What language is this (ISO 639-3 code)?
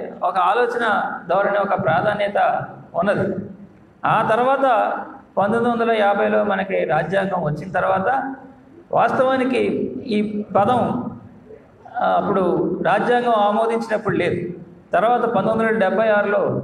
tel